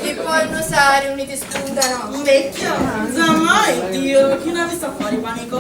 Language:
Sicilian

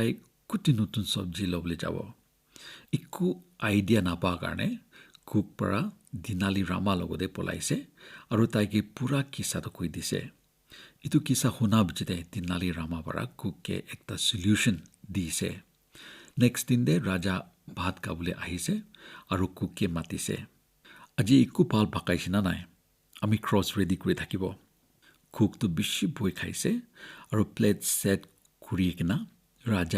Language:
Naga Pidgin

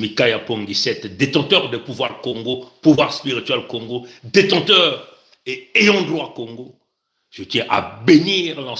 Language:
Kituba (Congo)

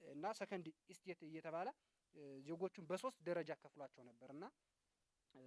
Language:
Amharic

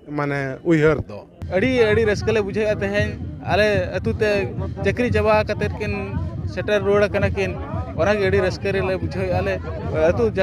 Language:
Santali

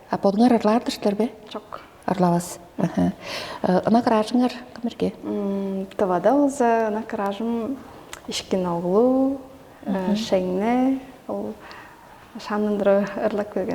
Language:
Tuvinian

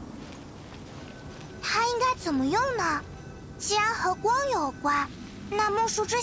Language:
Chinese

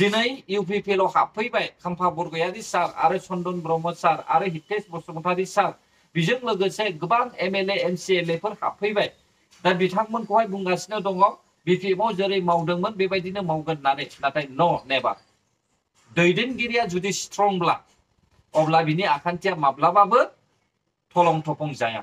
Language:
Bodo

